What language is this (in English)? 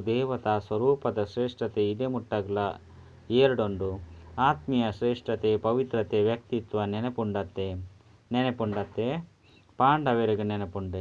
Tulu